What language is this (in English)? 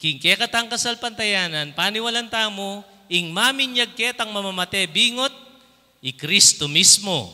Pampanga